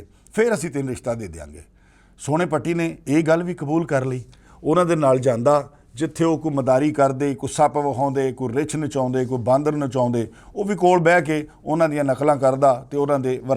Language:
Western Panjabi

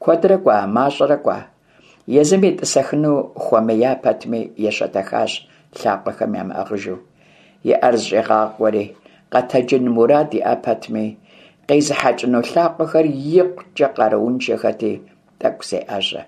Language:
Kabardian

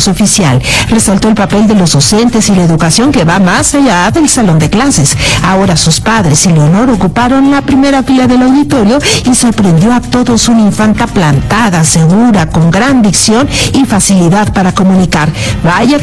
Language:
Spanish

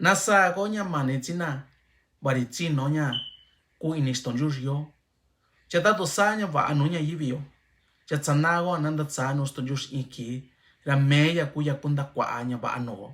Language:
Mixtepec Mixtec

